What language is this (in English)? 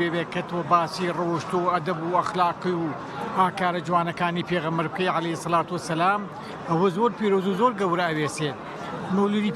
Central Kurdish